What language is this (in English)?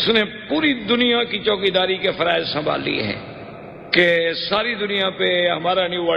Urdu